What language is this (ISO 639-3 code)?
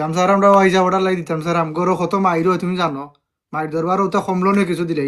syl